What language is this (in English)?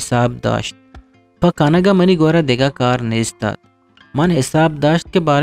Eastern Balochi